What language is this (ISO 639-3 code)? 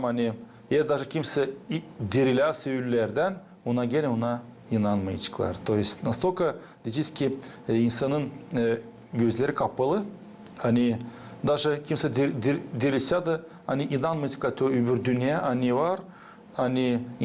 gag